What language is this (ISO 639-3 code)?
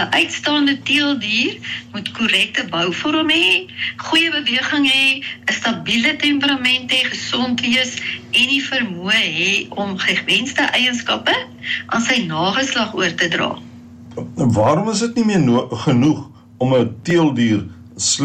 afr